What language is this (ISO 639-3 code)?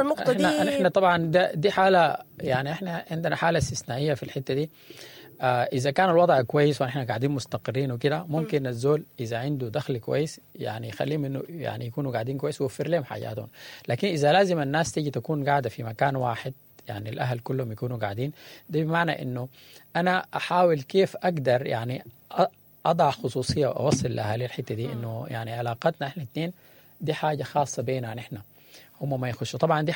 apd